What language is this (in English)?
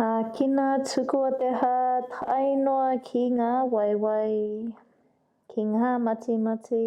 Māori